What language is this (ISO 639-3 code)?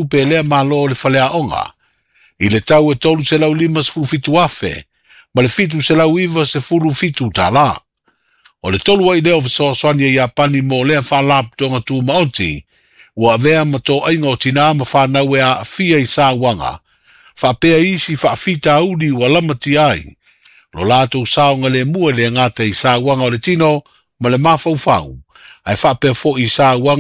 smo